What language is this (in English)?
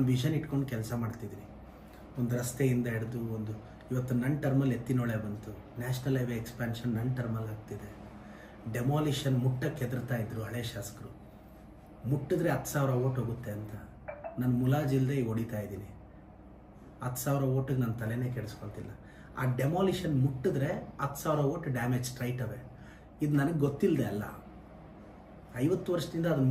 Kannada